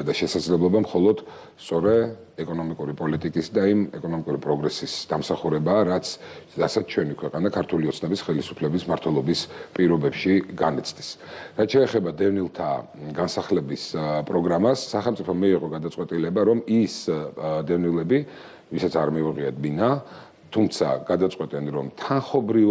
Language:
Georgian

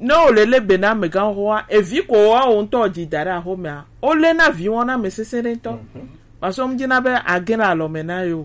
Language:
Gen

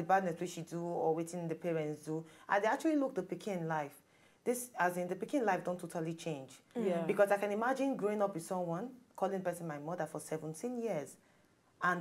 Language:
Nigerian Pidgin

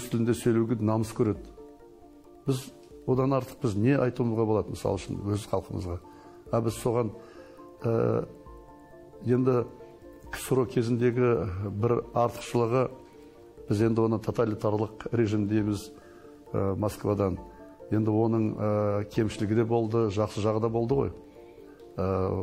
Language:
Kazakh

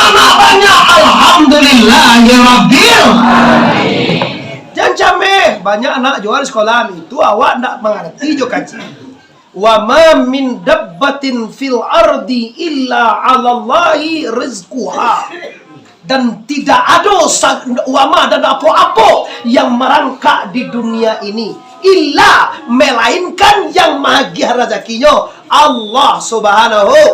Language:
Minangkabau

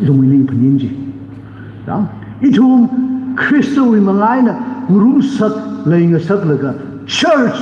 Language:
Tangkhul Naga (India)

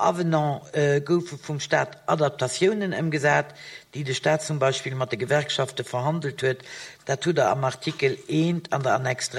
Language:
Luxembourgish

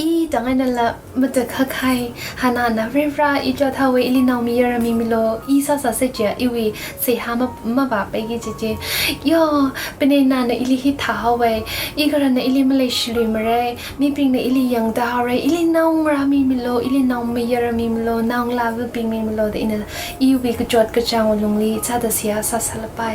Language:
Tangkhul Naga (India)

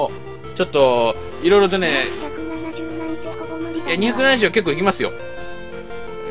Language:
Japanese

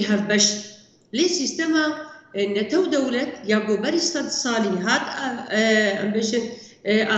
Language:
Kurdish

